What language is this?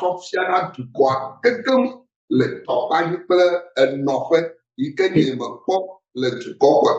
Ewe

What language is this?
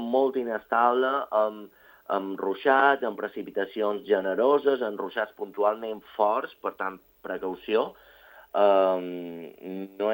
Catalan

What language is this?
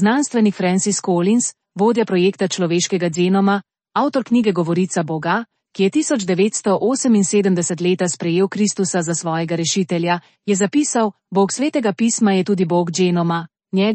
Slovenian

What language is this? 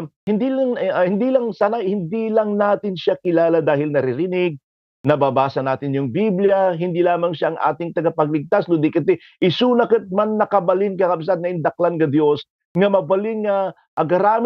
Iloko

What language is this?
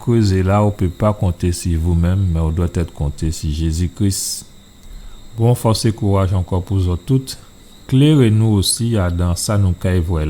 Guadeloupean Creole French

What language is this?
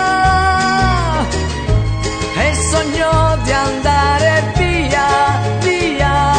Italian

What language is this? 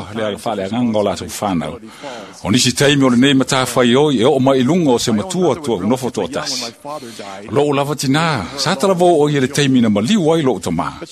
Samoan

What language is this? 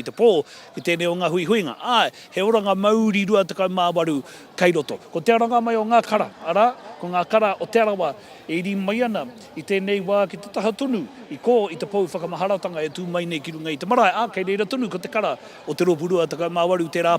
Māori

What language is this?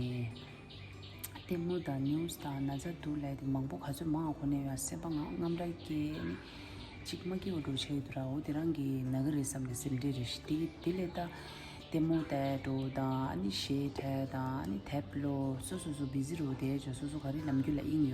Tibetan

